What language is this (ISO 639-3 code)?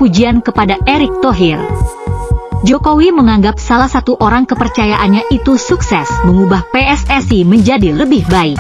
ind